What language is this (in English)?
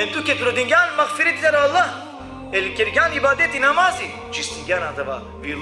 Balkan Romani